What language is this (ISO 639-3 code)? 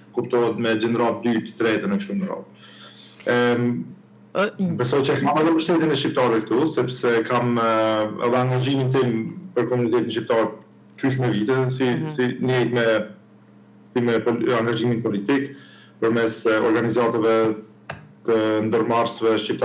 sqi